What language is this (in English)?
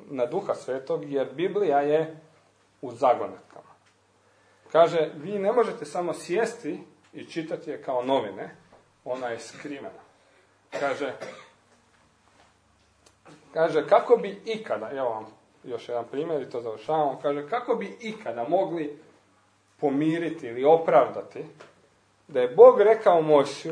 Croatian